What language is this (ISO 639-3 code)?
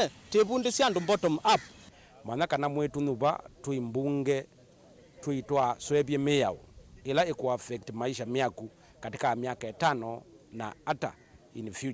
kam